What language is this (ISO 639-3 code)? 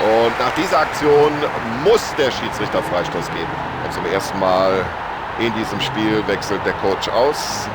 bar